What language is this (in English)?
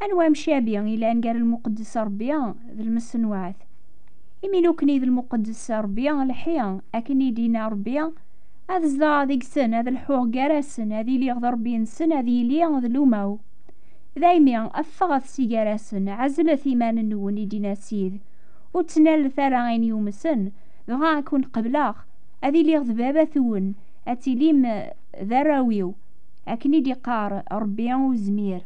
Kabyle